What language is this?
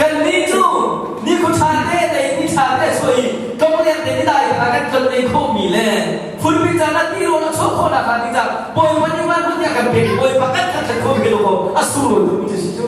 Hakha Chin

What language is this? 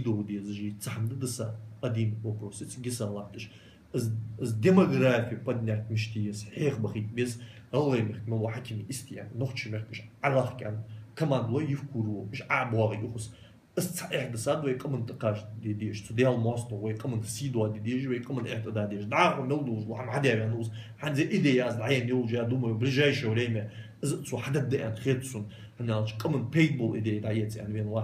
Ingush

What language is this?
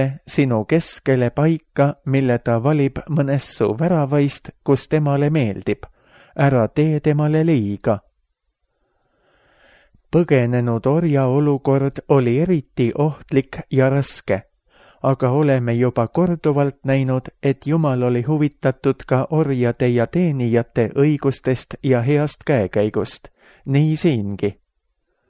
Estonian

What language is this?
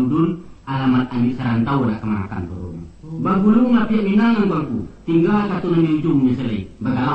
Minangkabau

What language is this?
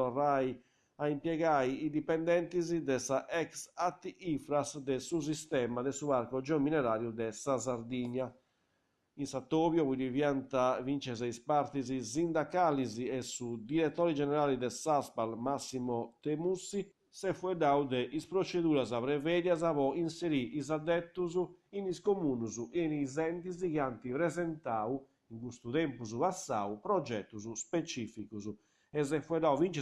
Sardinian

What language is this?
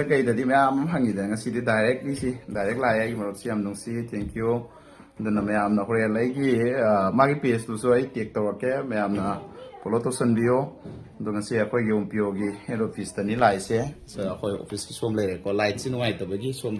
Manipuri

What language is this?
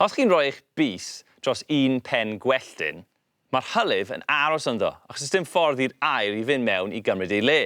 Welsh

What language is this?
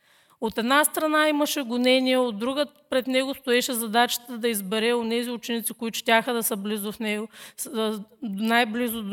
Bulgarian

